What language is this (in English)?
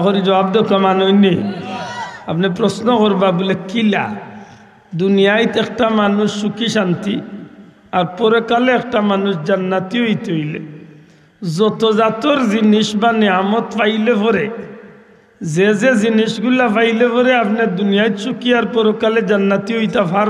Sylheti